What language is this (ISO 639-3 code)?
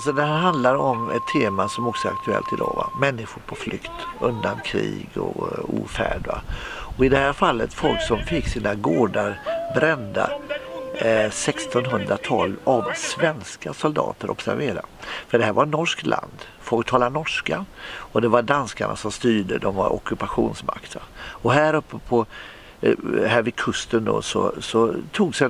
swe